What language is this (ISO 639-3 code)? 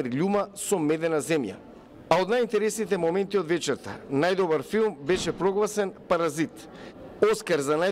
mkd